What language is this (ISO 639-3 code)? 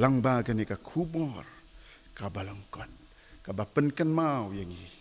kha